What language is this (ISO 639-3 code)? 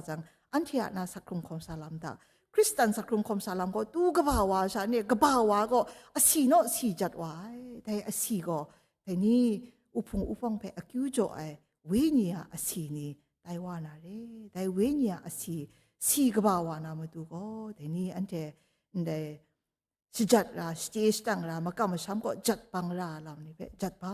kac